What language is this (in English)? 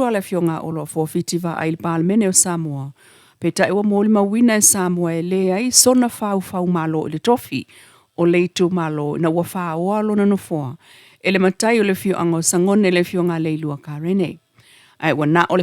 Samoan